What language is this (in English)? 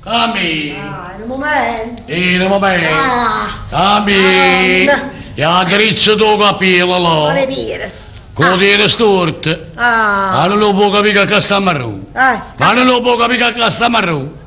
Neapolitan